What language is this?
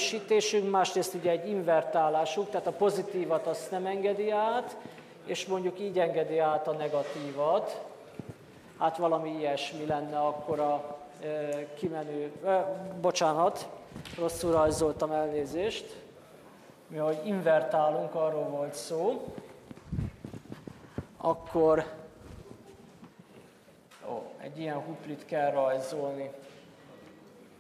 Hungarian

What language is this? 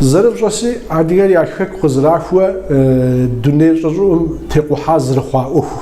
Kabardian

